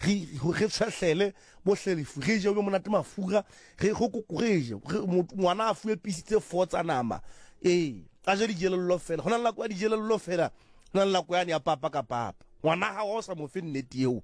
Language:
Tswana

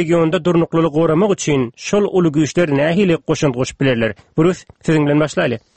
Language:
Turkmen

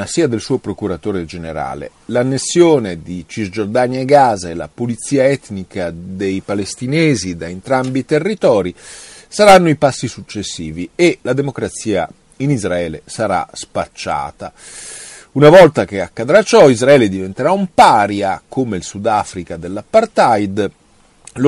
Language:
Italian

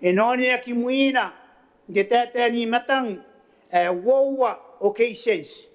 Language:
Gilbertese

